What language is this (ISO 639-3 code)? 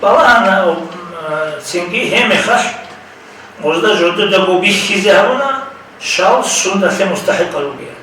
ava